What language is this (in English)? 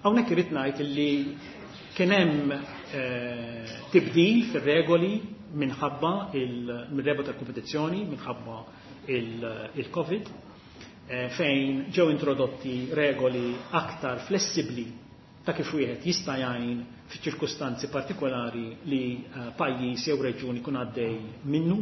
Maltese